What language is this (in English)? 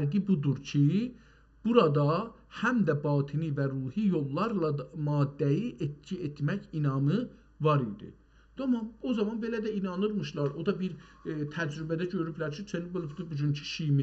South Azerbaijani